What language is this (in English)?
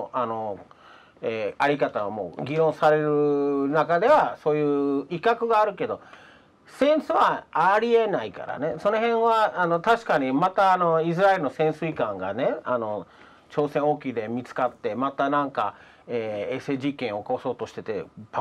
Japanese